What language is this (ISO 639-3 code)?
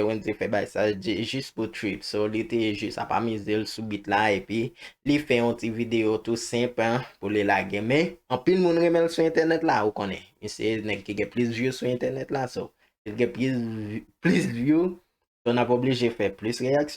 hat